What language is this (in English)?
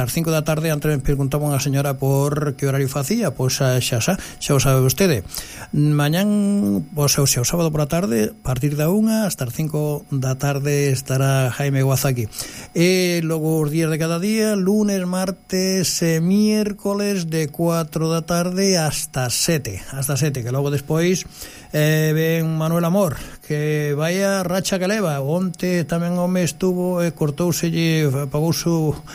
Galician